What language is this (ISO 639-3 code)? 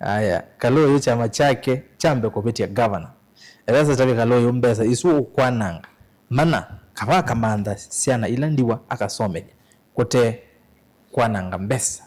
kam